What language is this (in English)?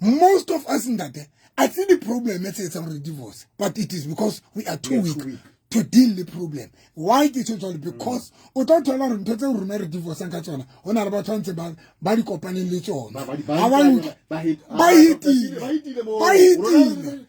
Southern Sotho